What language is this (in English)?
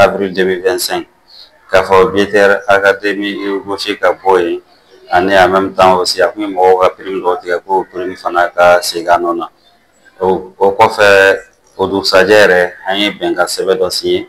Bambara